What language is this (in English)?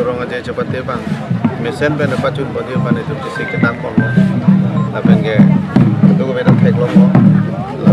Karbi